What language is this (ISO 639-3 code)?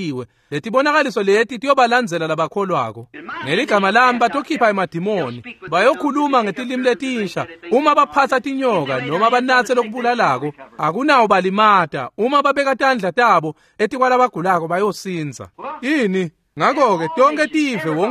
ssw